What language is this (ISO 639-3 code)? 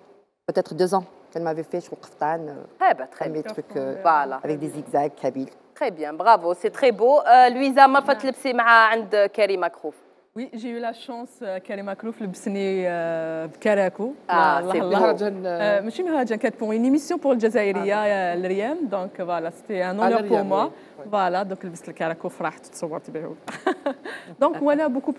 arq